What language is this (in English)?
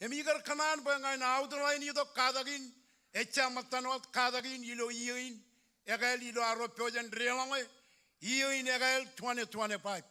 Marshallese